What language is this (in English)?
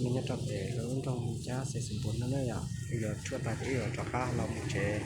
Hmong